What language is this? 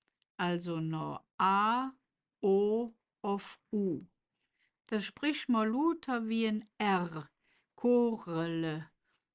Colognian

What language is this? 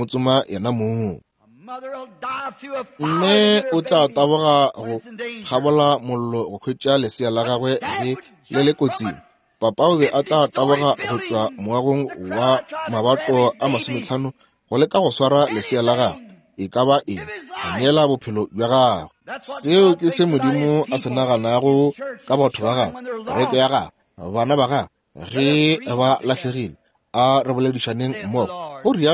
Northern Sotho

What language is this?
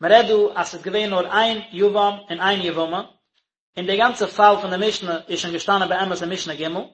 Yiddish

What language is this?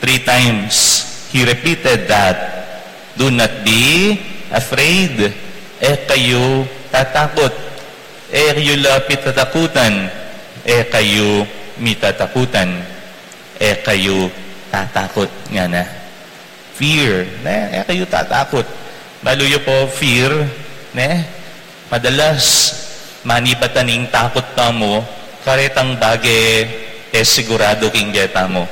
Pampanga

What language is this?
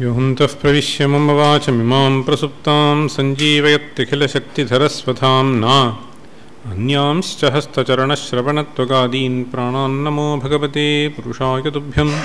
Sanskrit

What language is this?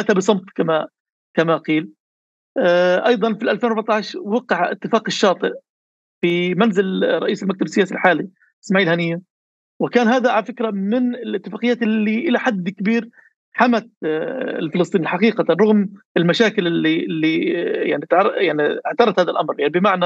North Levantine Arabic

